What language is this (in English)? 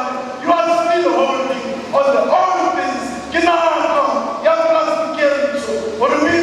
Southern Sotho